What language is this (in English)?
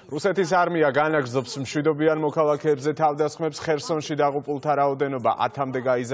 Georgian